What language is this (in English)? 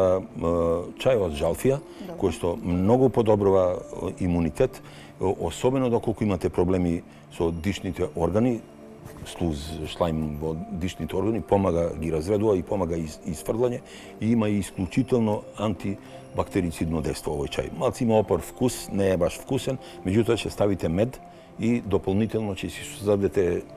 Macedonian